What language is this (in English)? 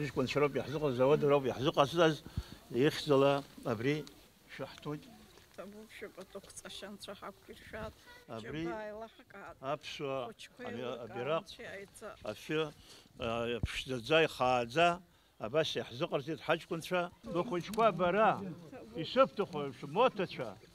Abkhazian